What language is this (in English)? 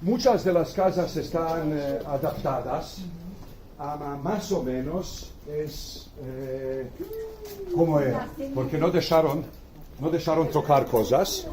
Ladino